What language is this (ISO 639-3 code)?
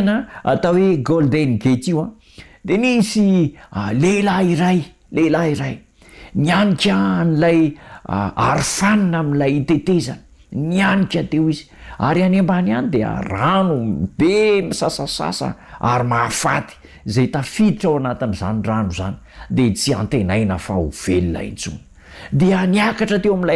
mlg